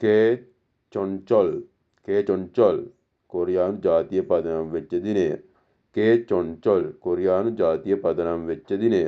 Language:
Sinhala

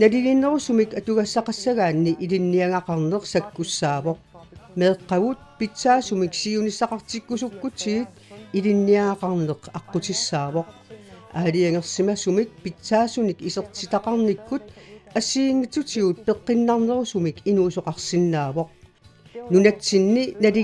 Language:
Kalaallisut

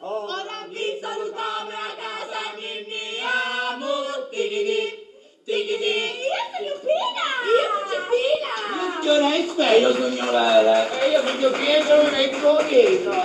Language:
Sicilian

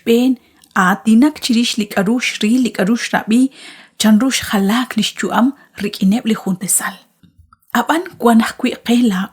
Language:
Kekchí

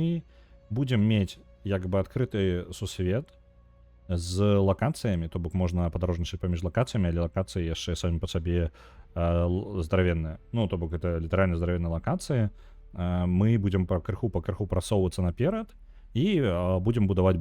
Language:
Belarusian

